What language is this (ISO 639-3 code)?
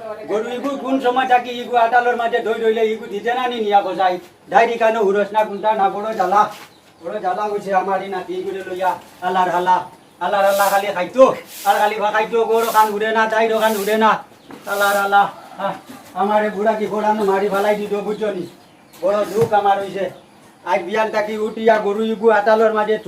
syl